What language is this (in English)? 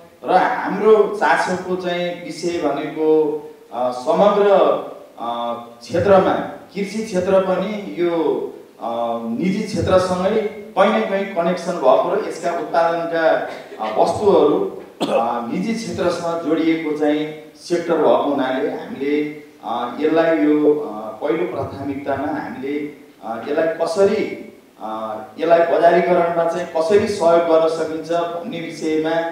Nepali